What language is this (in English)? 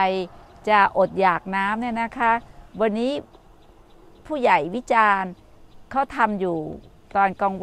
Thai